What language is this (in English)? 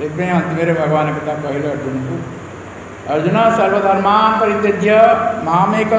Odia